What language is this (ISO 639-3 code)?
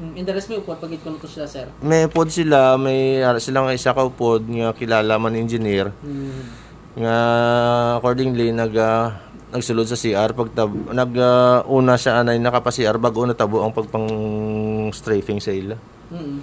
hil